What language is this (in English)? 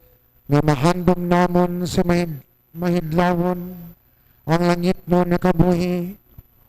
Hiligaynon